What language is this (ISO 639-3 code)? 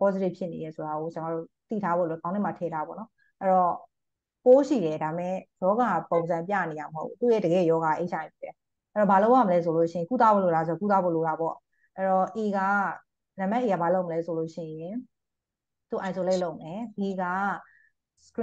mya